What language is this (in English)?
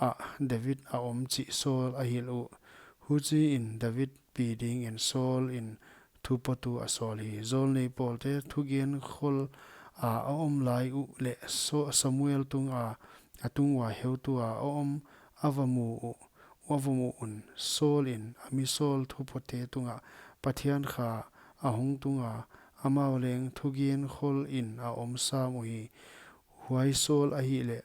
Paite Chin